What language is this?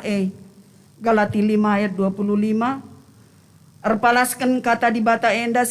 Batak Karo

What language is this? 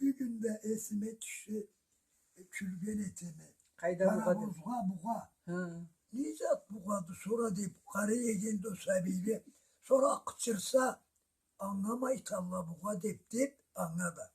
Karachay-Balkar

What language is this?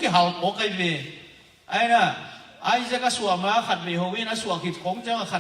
Tedim Chin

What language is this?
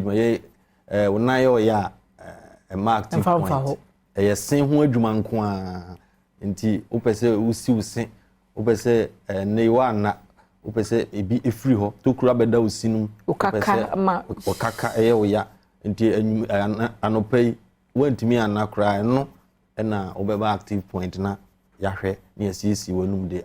Akan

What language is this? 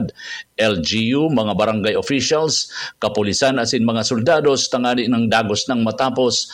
Bikol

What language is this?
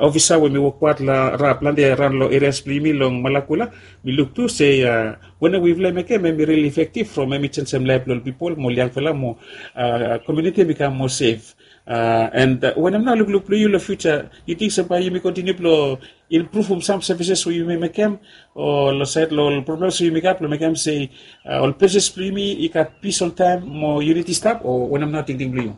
Bislama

